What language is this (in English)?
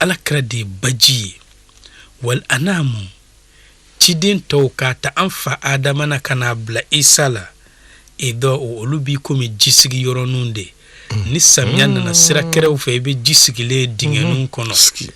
Bambara